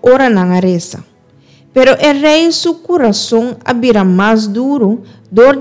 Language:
Papiamento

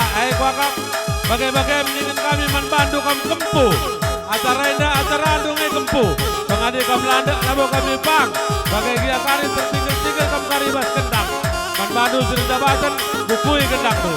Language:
Batak Karo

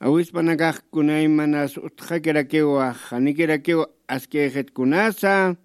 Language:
Aymara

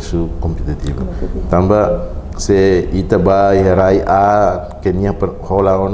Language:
Tetum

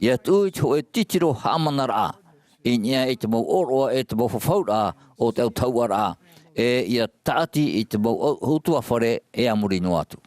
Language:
Tahitian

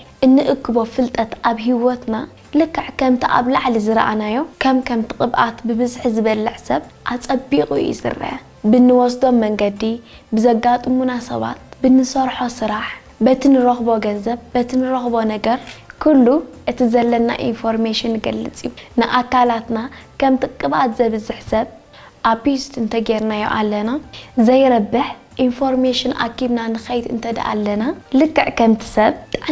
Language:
Tigrinya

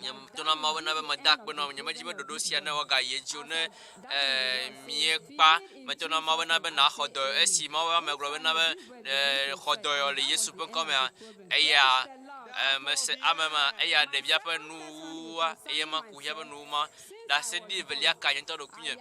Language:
Ewe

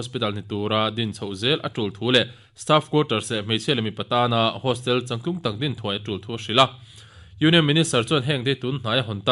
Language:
Mizo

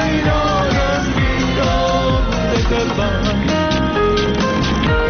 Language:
Persian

